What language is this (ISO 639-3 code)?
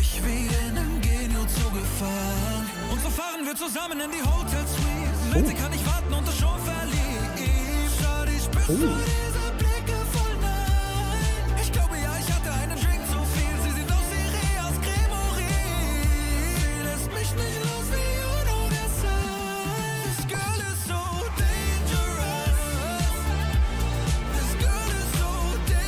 deu